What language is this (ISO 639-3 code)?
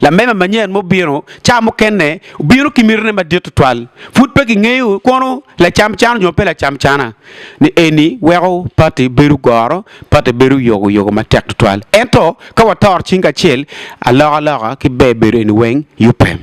ach